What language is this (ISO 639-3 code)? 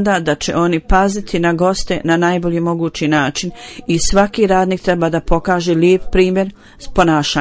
bos